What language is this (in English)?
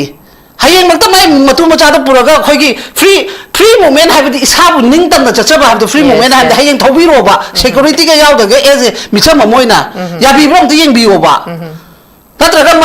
Manipuri